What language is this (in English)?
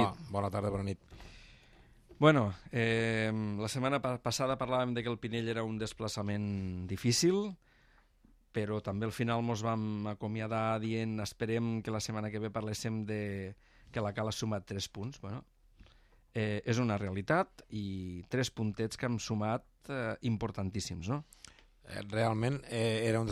Catalan